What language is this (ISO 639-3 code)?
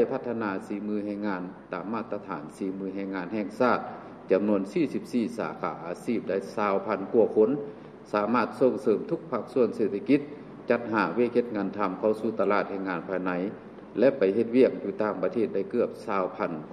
lao